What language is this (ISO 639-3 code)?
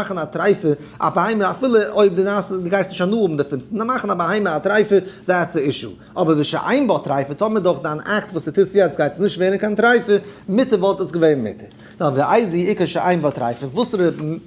yid